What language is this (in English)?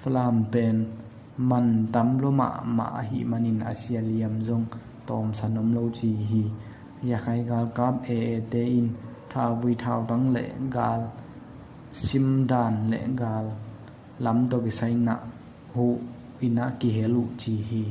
Tedim Chin